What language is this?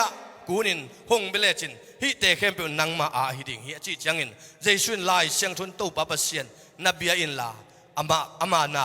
Tedim Chin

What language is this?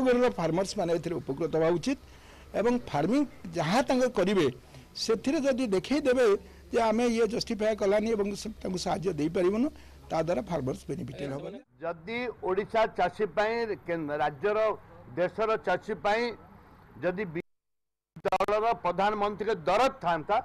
Odia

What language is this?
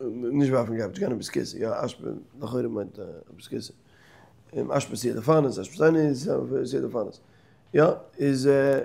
Yiddish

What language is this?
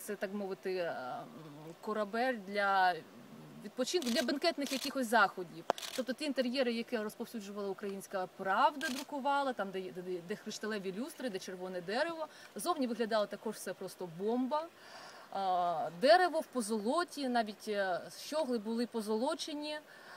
Ukrainian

